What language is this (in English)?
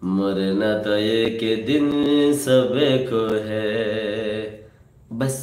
Rohingya